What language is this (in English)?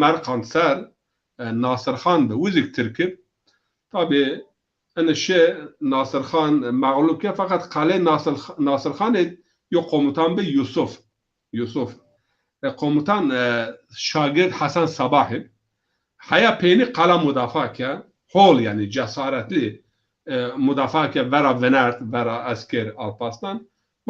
Zaza